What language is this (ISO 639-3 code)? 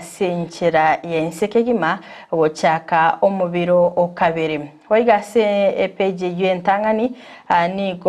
guz